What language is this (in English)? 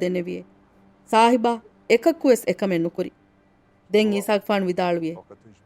Divehi